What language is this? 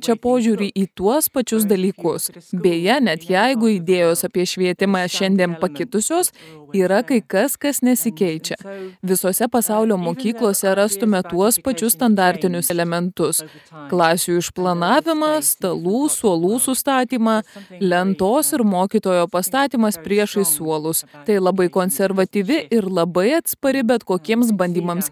Lithuanian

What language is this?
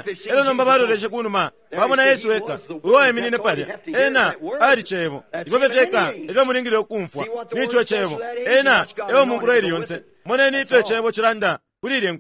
Bemba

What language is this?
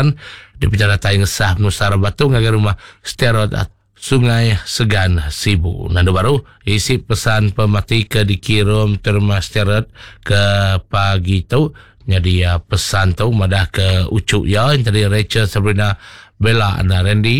Iban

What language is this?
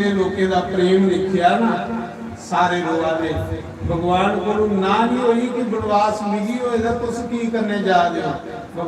Dogri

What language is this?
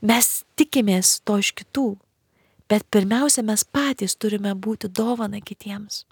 Lithuanian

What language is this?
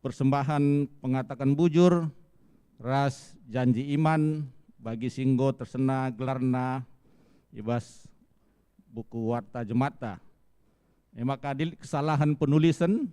Batak Karo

